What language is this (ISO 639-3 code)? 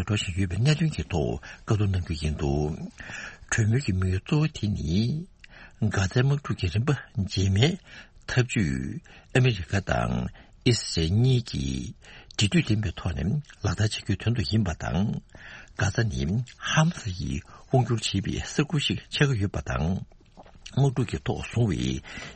bod